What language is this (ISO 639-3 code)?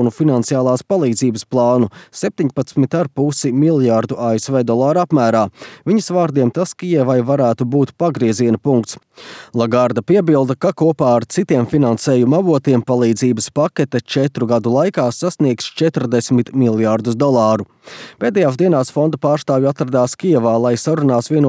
lav